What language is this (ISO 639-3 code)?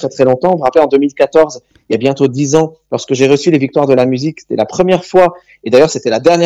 fra